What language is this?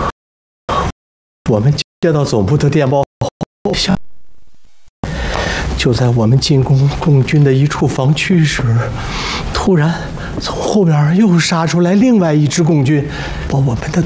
Chinese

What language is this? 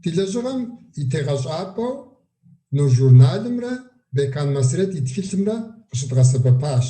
Kabardian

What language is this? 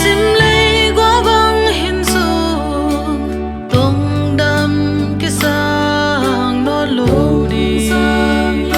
Tedim Chin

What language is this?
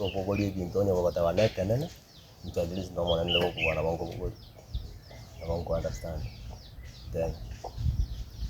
Gusii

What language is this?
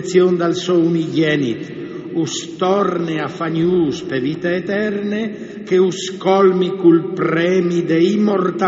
Friulian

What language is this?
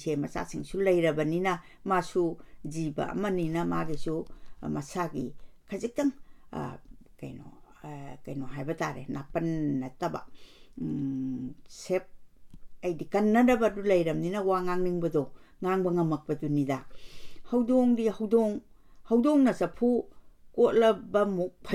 Manipuri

